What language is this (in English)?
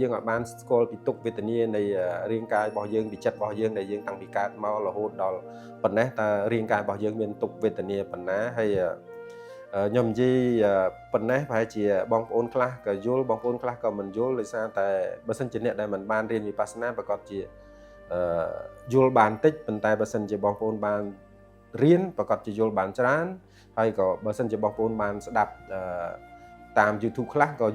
Khmer